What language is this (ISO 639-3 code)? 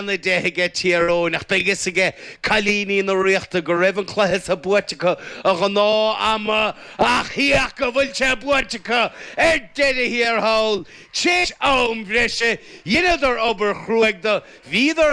gle